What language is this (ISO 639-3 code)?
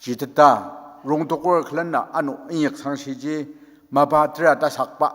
njo